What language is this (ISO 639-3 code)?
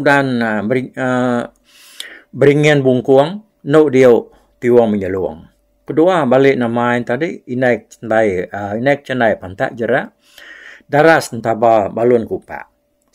iba